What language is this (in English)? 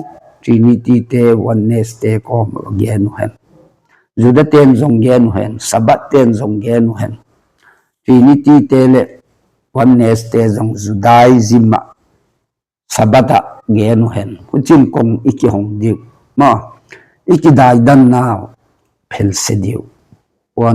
Tedim Chin